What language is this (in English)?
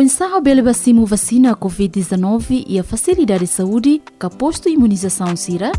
Tetum